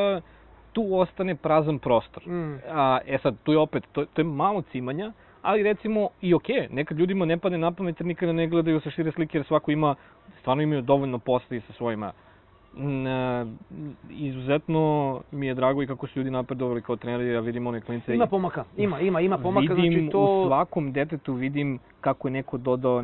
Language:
Serbian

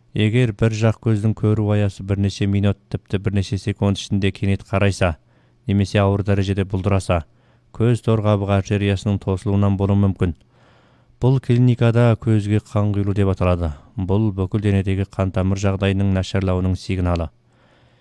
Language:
Kazakh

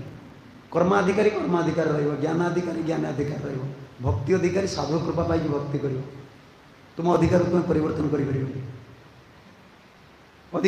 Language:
Odia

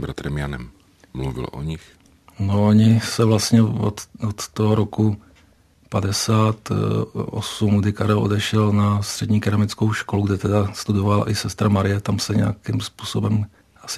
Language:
Czech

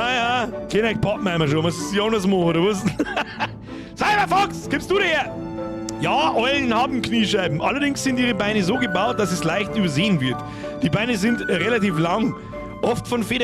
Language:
Bavarian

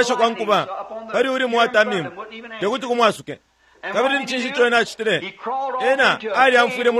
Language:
Bemba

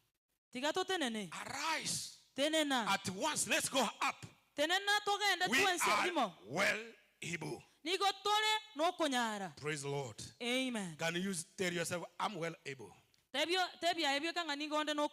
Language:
Gusii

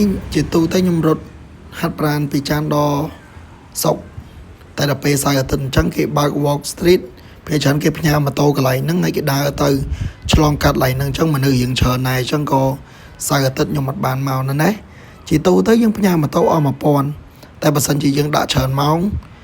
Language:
Khmer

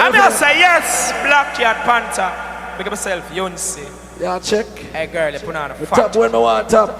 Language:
Jamaican Creole English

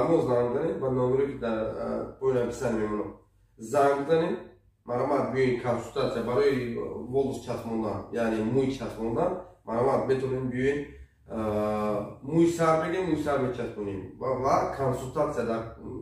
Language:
Tajik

